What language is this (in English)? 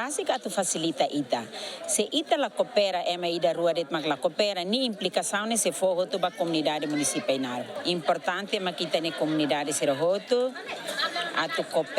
Tetum